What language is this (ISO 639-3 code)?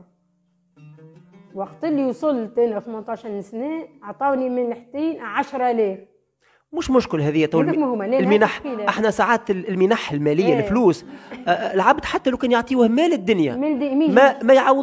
aeb